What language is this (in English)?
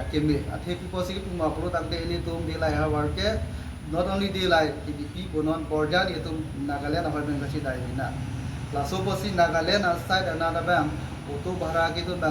Karbi